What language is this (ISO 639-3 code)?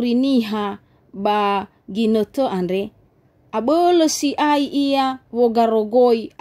nia